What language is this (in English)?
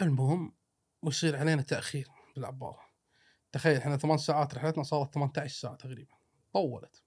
Gulf Arabic